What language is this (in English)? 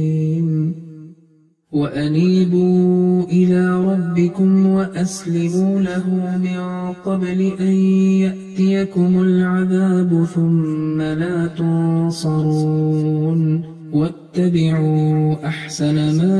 Arabic